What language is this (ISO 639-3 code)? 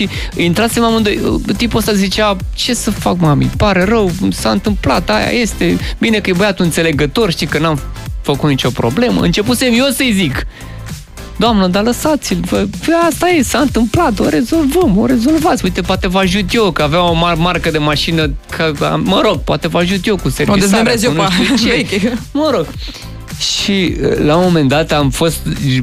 ron